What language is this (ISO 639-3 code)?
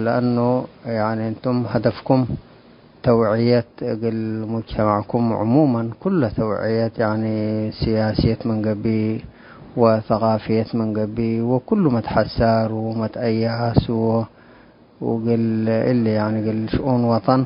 tig